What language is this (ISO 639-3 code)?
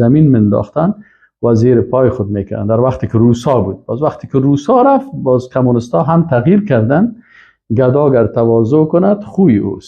fas